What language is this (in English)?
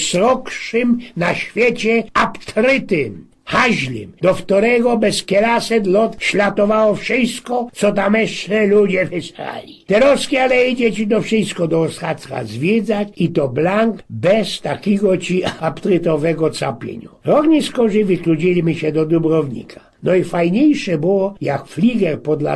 Silesian